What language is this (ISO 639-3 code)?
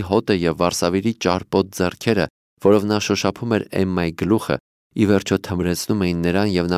hye